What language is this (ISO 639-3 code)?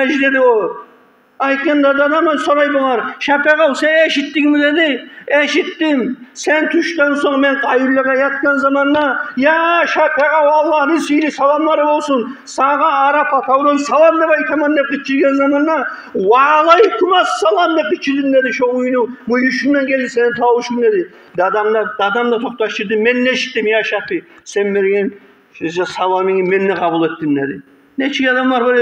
kum